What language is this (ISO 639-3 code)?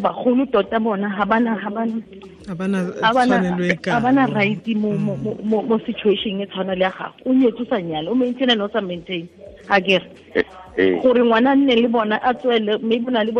tsn